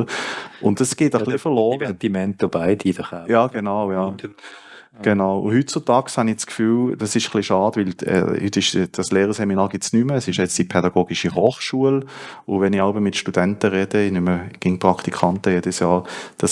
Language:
Swiss German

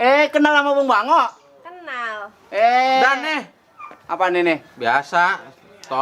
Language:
Betawi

